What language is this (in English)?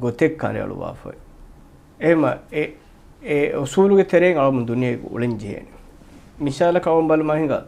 Divehi